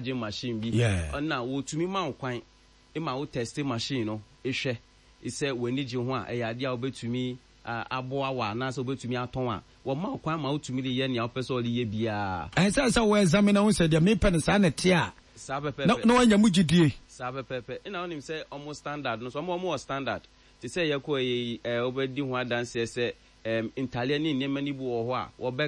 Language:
Akan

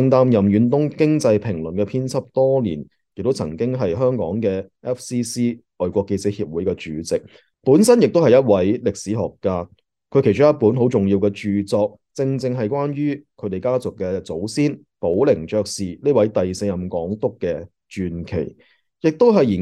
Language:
Cantonese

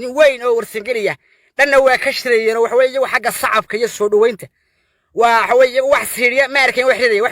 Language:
Somali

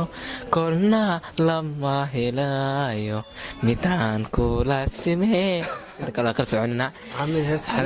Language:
Somali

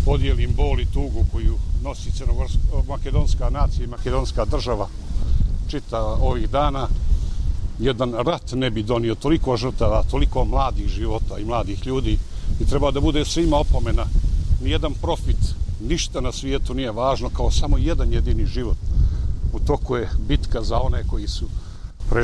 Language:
Bosnian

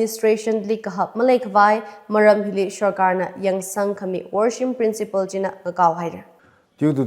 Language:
Tangkhul Naga (India)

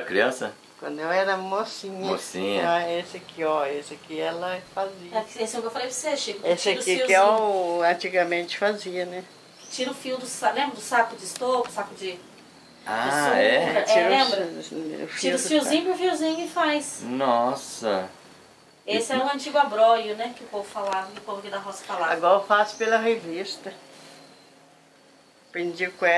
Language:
Portuguese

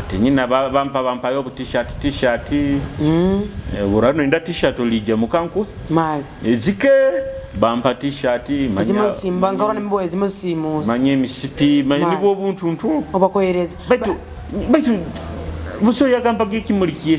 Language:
Nyoro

